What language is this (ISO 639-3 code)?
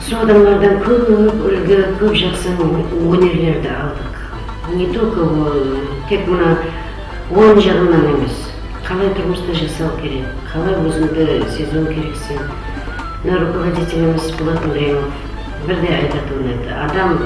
kaa